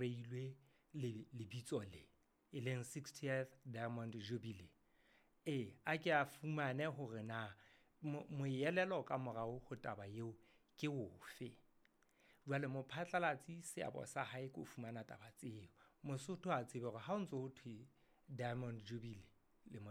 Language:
Southern Sotho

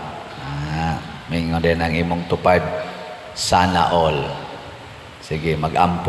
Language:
Cebuano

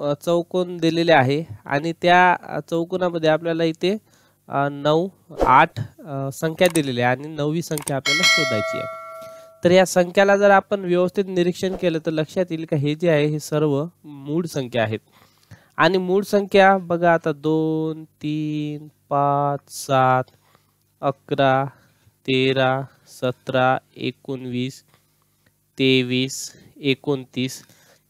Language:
Marathi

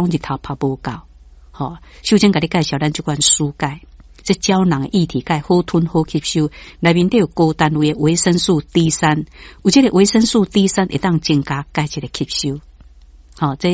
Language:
Min Nan Chinese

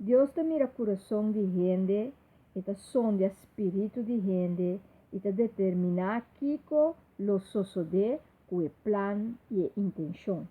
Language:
Papiamento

